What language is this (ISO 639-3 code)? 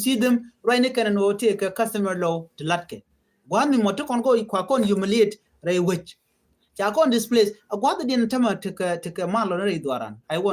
nus